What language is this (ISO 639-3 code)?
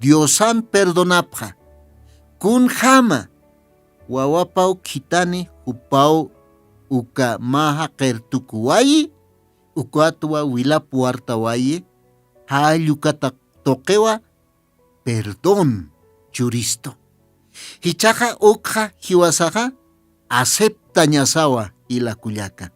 aym